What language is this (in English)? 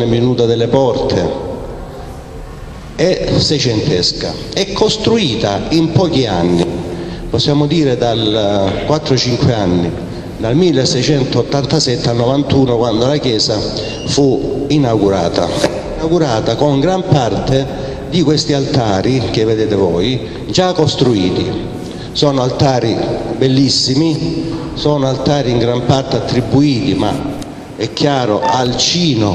Italian